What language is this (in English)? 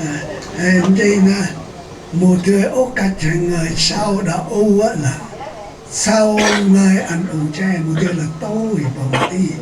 Central Mnong